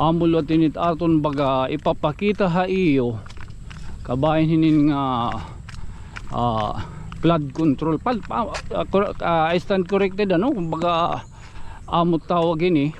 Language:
Waray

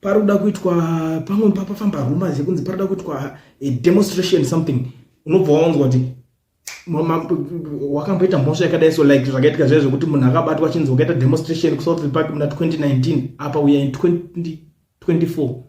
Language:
Shona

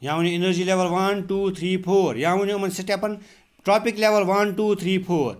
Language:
Kashmiri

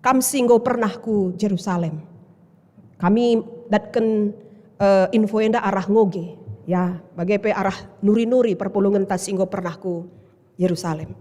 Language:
Batak Karo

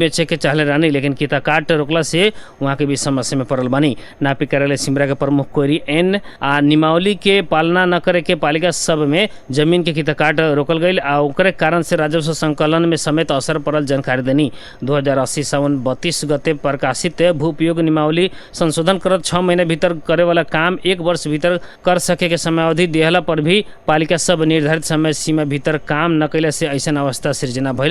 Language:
Bhojpuri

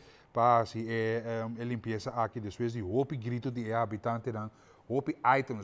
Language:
Papiamento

